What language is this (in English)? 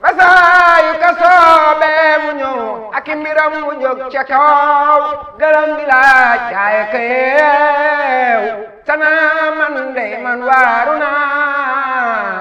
Wolof